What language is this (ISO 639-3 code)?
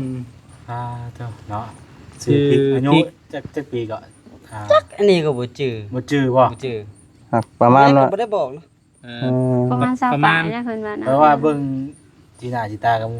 lao